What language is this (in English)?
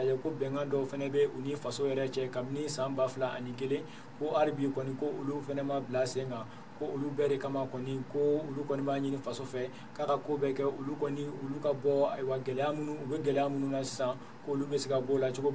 Bambara